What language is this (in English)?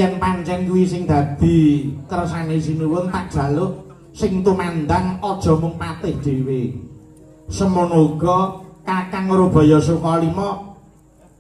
Javanese